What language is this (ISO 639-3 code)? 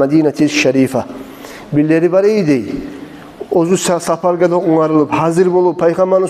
kum